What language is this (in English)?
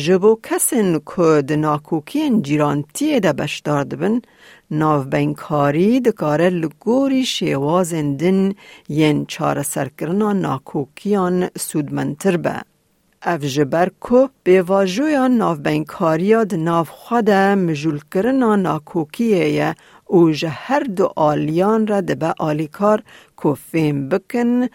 Kurdish